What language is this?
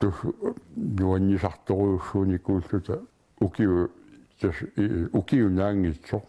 Kalaallisut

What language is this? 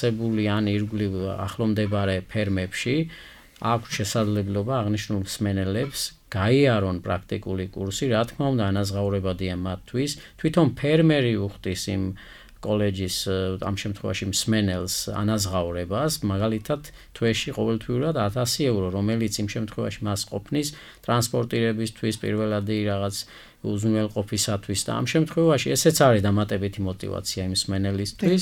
Georgian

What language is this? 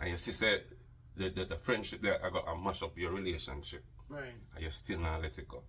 Jamaican Creole English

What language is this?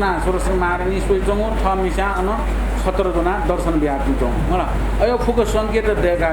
Newari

